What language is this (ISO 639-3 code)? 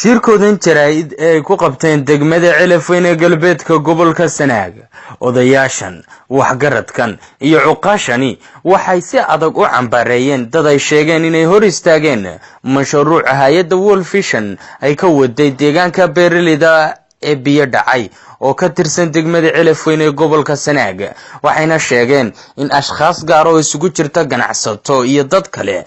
som